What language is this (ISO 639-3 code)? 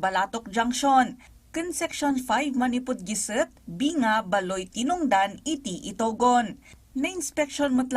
ilo